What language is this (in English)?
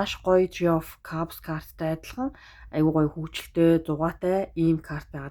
Mongolian